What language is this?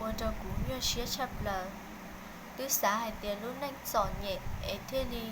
Hmong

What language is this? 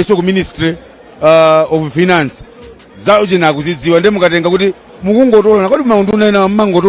Nyanja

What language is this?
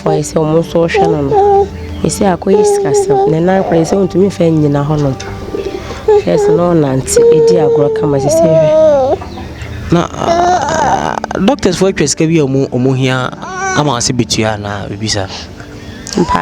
Akan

